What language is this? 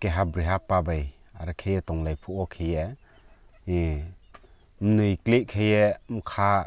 Riang (India)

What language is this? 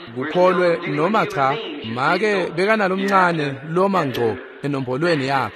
Swati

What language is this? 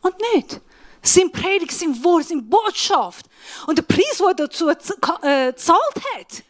Swiss German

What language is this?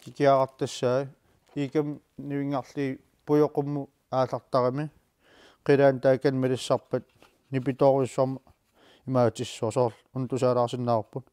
Kalaallisut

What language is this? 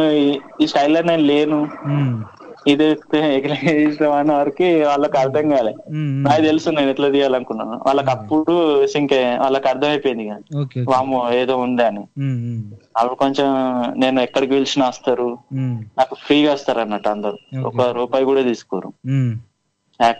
Telugu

